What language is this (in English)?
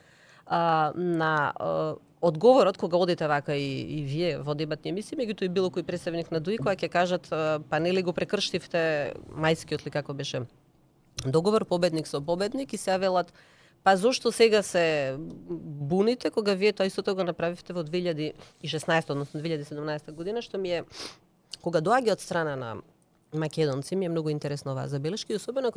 Macedonian